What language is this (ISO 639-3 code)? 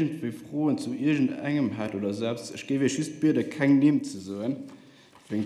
ltz